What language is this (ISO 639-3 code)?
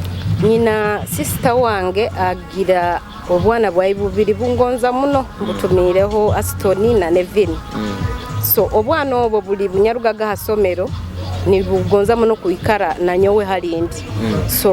nyo